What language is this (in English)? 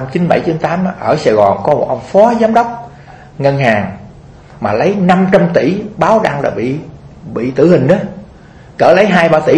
Vietnamese